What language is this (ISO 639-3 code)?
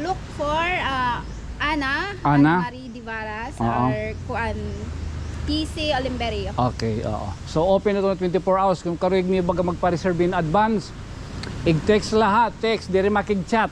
war